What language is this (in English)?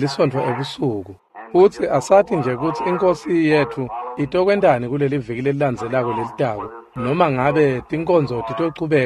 Swati